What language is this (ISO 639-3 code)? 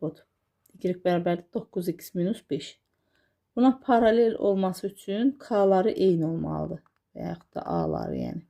aze